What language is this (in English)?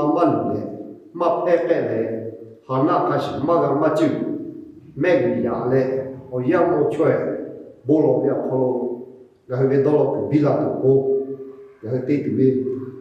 Lahu